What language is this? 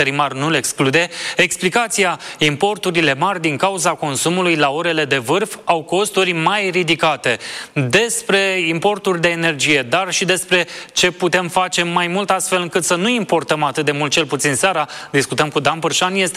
Romanian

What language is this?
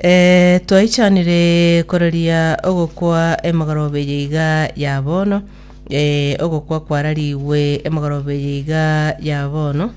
Gusii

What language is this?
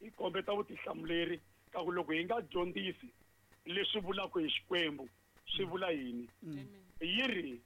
Tsonga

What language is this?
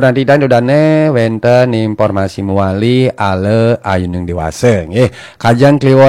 Balinese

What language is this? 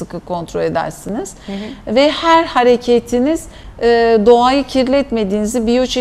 Turkish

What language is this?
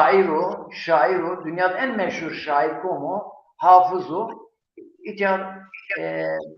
Zaza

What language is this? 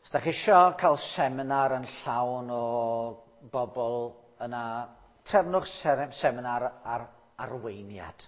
Welsh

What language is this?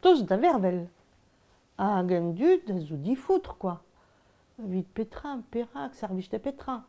Breton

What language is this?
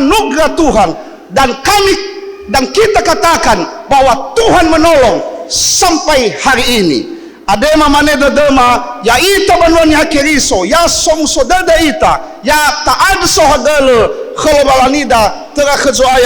Nias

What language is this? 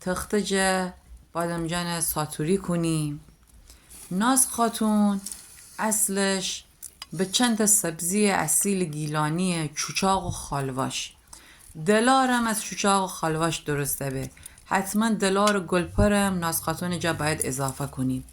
Gilaki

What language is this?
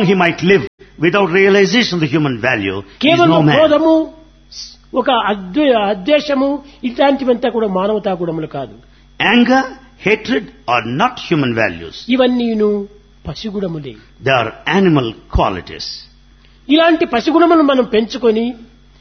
Telugu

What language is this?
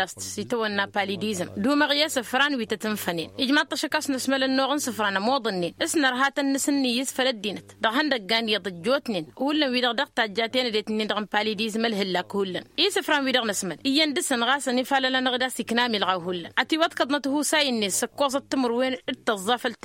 Tamasheq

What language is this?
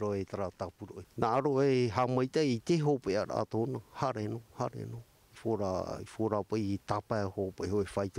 Tahitian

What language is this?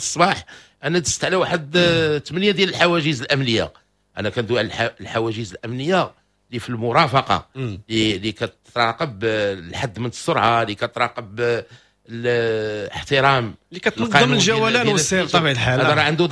Moroccan Arabic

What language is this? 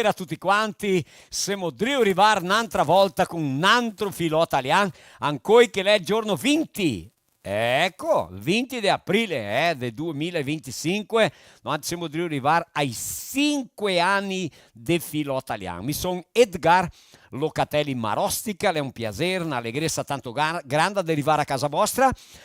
Venetian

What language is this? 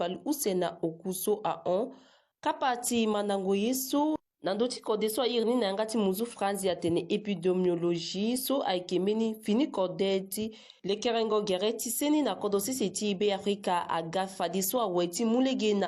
Sango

